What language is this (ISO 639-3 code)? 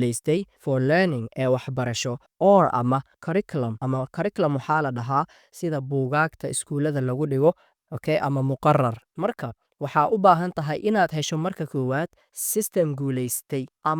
som